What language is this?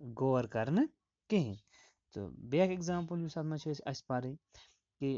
Kashmiri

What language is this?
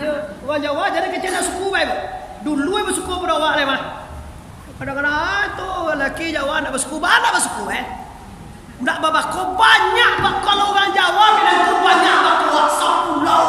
Minangkabau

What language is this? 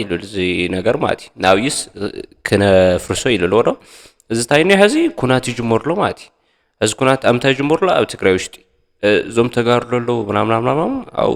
Tigrinya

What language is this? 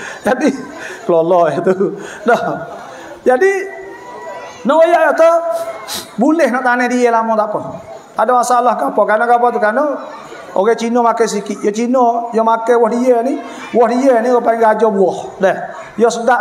Malay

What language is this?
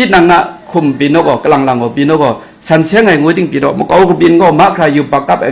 Kachin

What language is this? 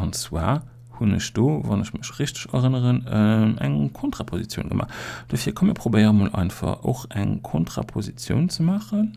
Luxembourgish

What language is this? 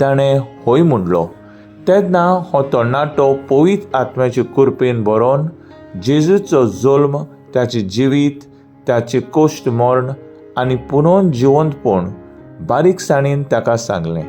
Konkani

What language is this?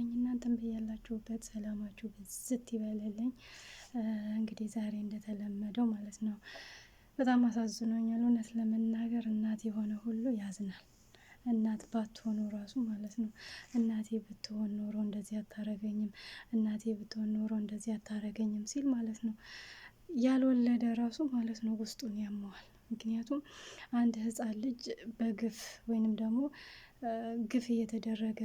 Amharic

